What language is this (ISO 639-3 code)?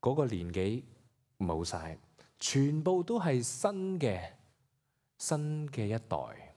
yue